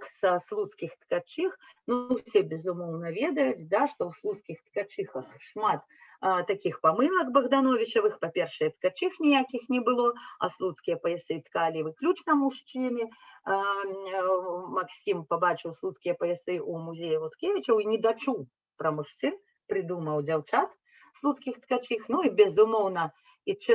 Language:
Belarusian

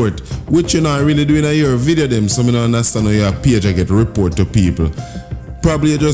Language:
Jamaican Creole English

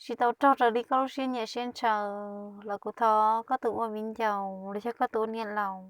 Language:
Hmong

